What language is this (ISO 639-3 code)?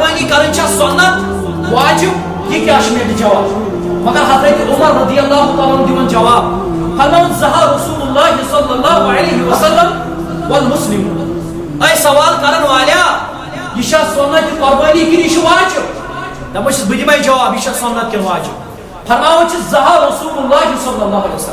kas